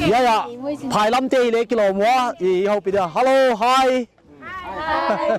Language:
Paite Chin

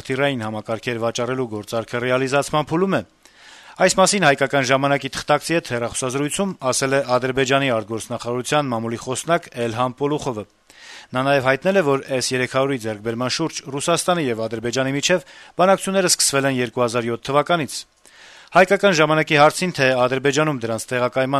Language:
Armenian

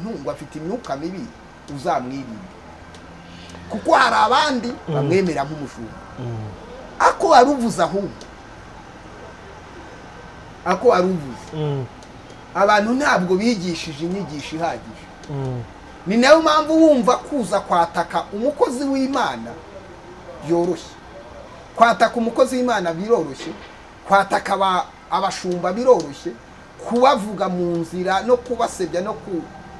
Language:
Kinyarwanda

